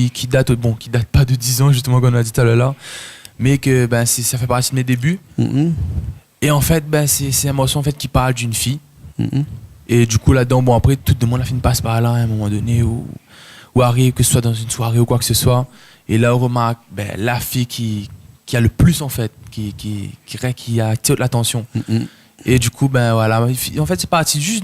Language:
Réunion Creole French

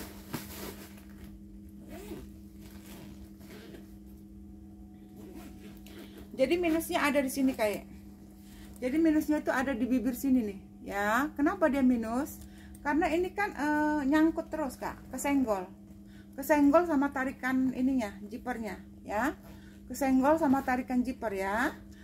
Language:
Indonesian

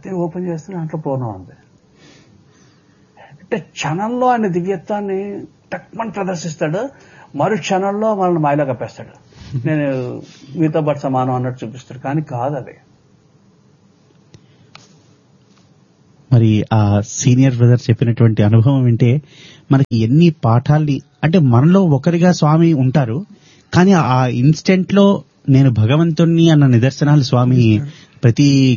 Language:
Telugu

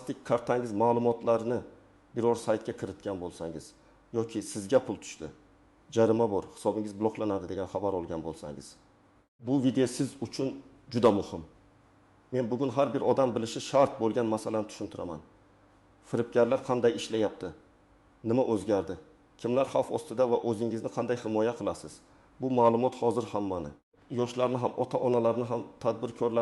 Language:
Uzbek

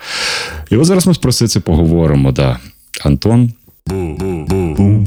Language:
Ukrainian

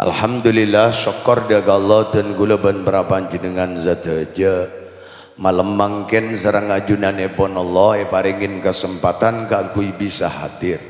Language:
Madurese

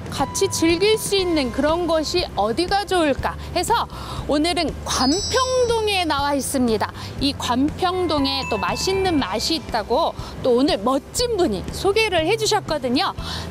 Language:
Korean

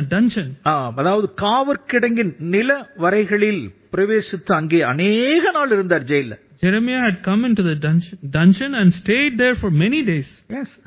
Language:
Tamil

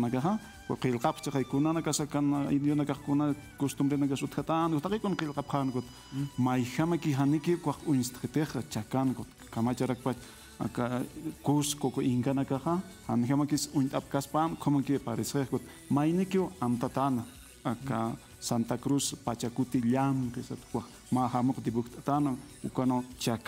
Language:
Aymara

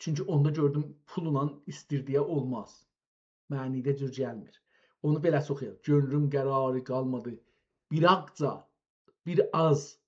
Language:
South Azerbaijani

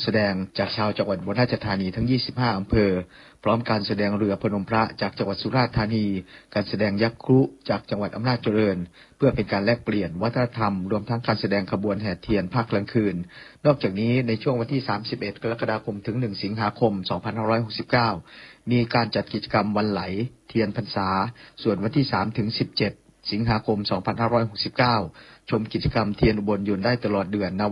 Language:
Thai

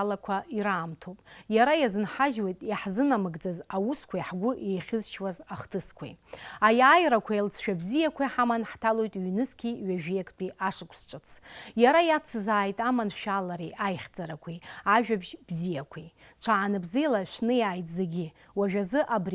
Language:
Abkhazian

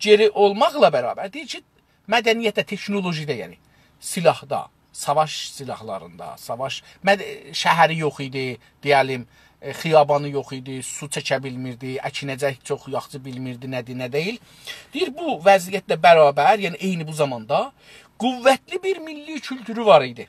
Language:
South Azerbaijani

